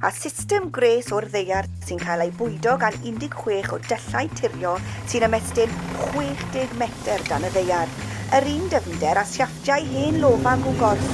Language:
Welsh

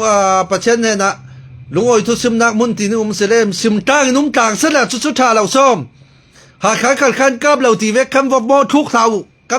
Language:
Falam Chin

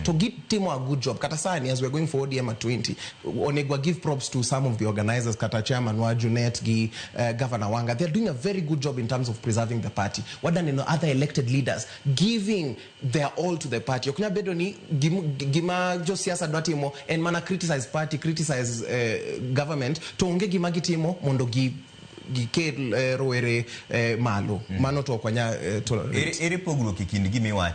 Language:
Luo (Kenya and Tanzania)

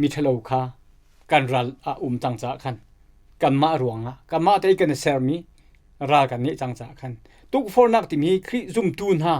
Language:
Hakha Chin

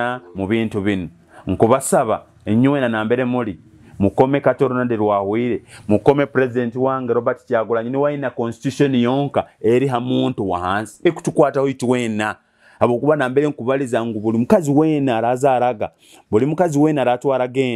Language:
Nyoro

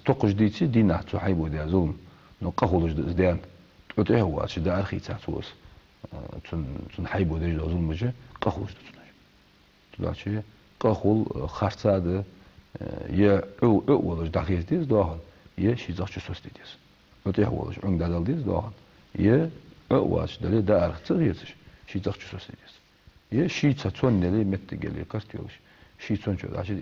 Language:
Ingush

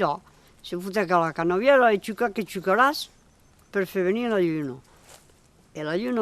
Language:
Occitan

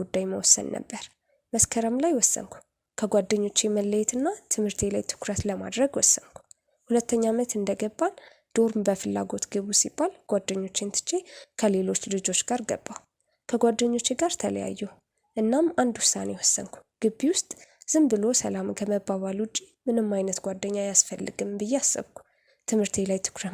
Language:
Amharic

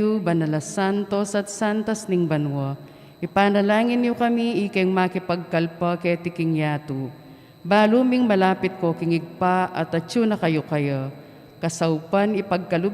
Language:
Pampanga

